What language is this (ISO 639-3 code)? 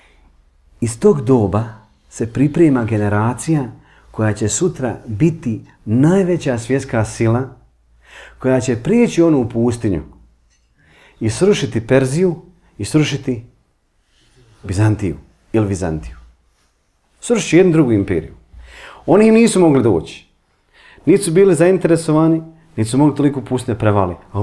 bos